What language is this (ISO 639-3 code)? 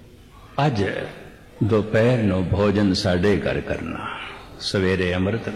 pan